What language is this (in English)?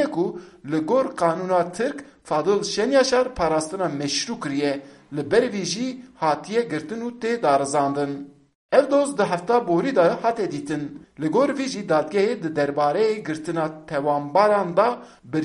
Kurdish